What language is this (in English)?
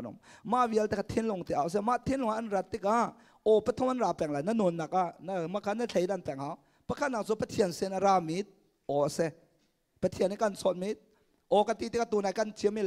Hakha Chin